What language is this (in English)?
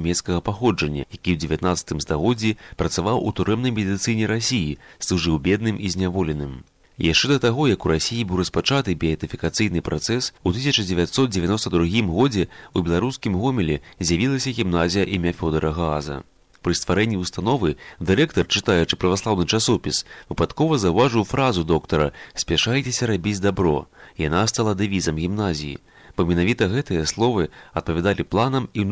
Belarusian